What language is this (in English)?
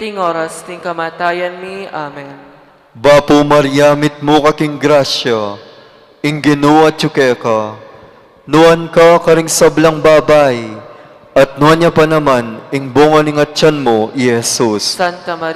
Pampanga